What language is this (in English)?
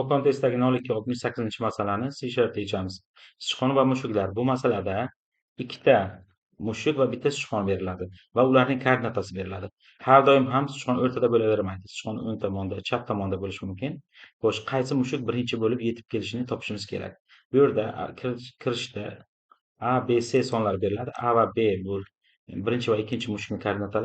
Uzbek